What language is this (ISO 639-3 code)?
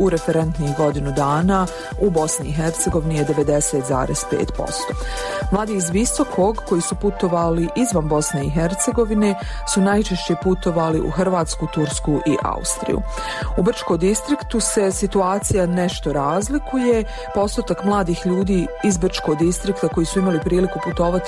bos